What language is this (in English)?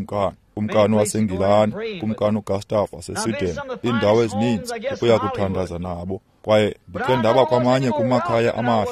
Xhosa